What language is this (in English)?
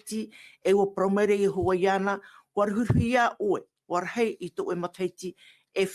Tahitian